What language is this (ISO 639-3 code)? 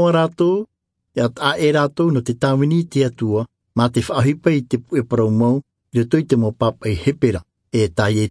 tah